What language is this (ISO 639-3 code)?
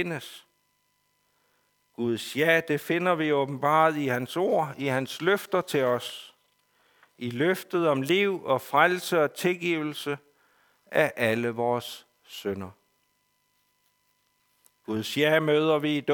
dan